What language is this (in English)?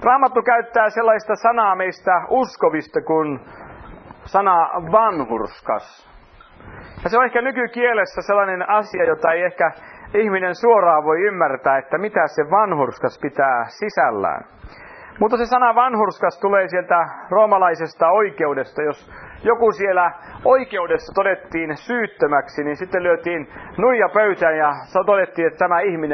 Finnish